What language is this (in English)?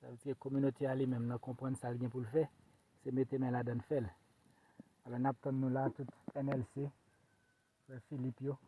Haitian Creole